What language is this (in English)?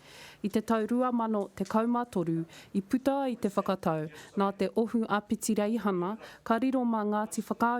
Māori